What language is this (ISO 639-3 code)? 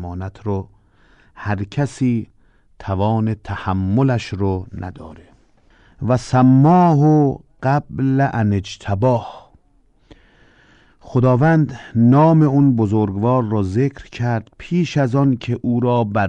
fas